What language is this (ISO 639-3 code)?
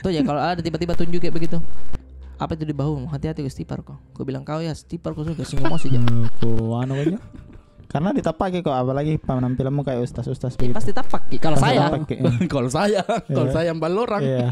mfp